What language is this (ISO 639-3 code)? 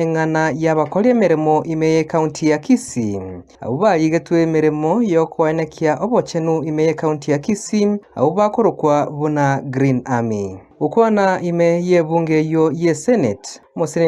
guz